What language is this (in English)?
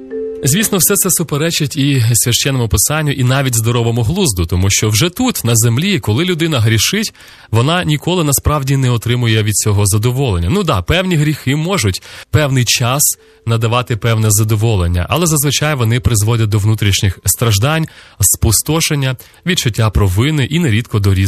Ukrainian